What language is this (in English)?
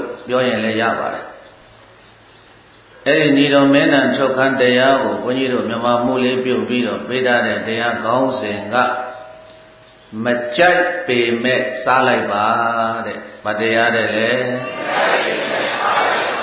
Burmese